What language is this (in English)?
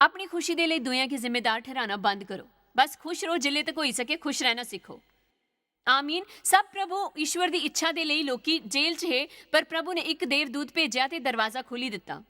Dogri